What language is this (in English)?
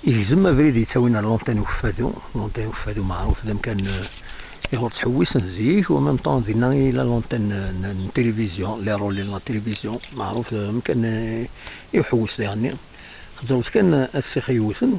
Kabyle